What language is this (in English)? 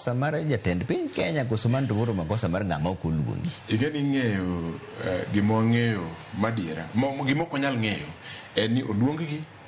Luo (Kenya and Tanzania)